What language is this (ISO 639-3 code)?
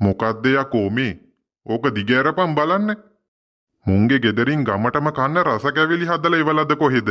sin